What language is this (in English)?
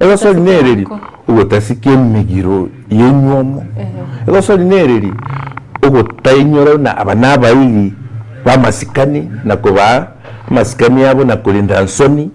Gusii